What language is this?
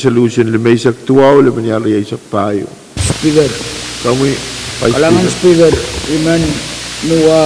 Pohnpeian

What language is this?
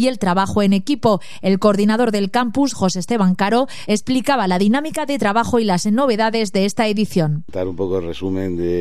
Spanish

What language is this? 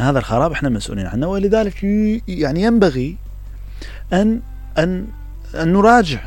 Mesopotamian Arabic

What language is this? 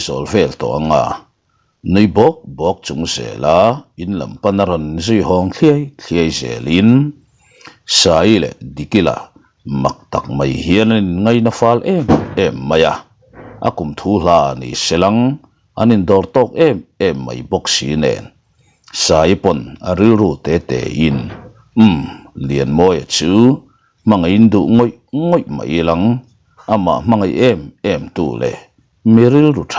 Mizo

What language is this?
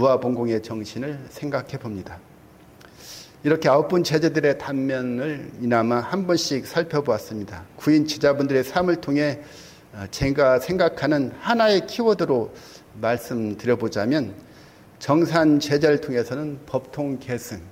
Korean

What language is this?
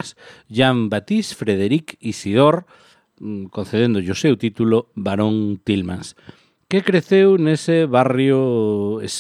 Galician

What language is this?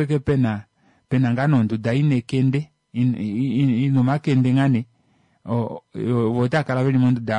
Kuanyama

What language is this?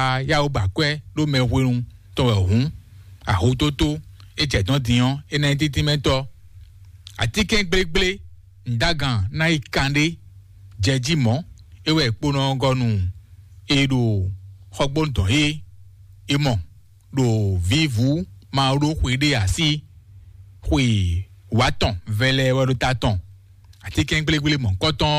Fon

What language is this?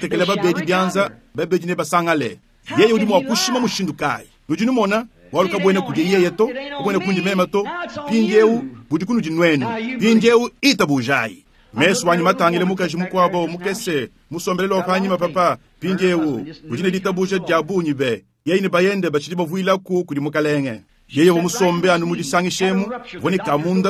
Luba-Lulua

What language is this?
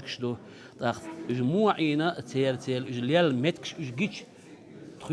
Chechen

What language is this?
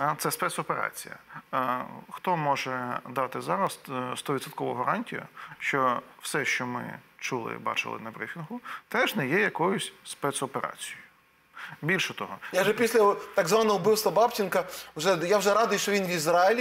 Ukrainian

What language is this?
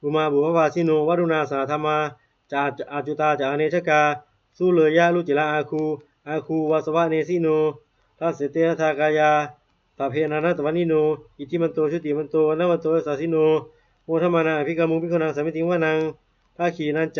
Pali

